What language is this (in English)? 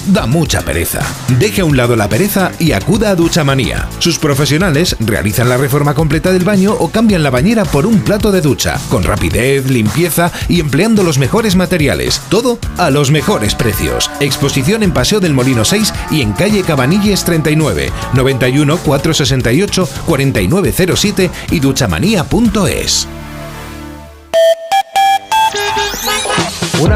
Spanish